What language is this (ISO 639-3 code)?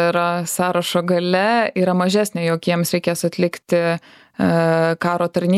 lit